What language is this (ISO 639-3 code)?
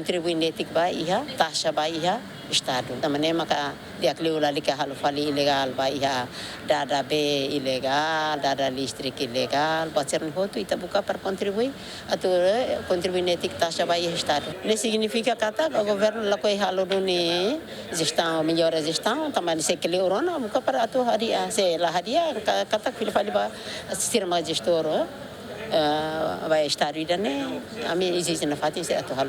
tet